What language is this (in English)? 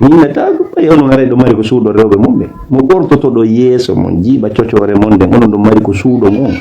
Fula